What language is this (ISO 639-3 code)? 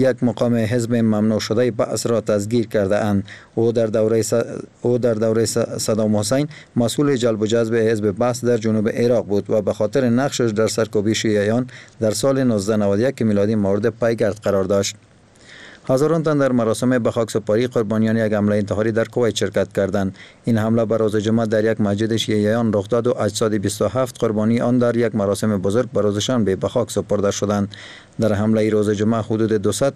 fas